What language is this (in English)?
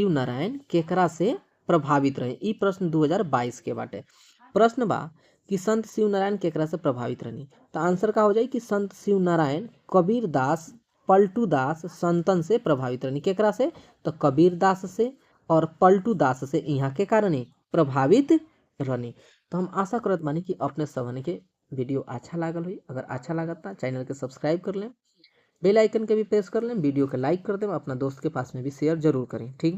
Bhojpuri